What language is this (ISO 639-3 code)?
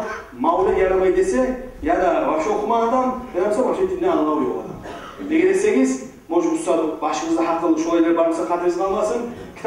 kum